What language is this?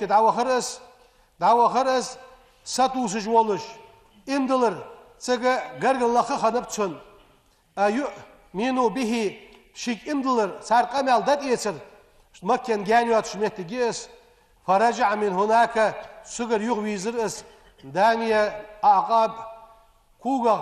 Ingush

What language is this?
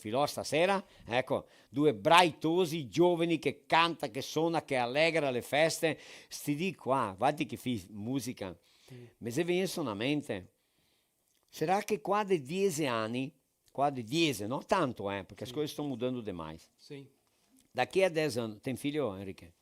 Venetian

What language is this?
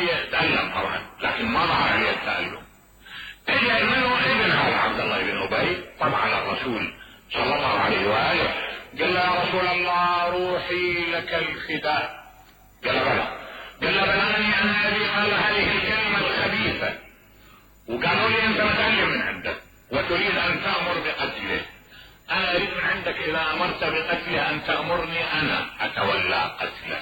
Mesopotamian Arabic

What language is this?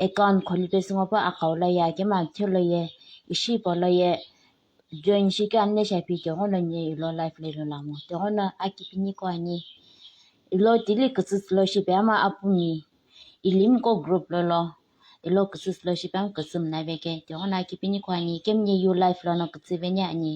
Naga Pidgin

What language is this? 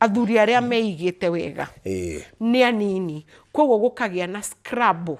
Kikuyu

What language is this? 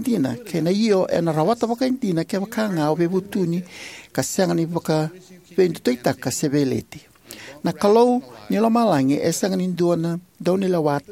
Fijian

